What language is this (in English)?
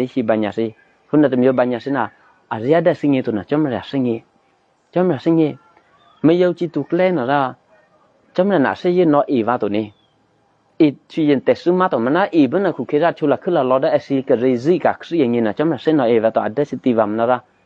Eastern Kayah